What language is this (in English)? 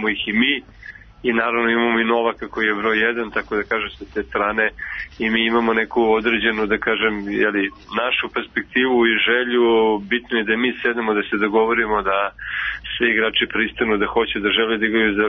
Serbian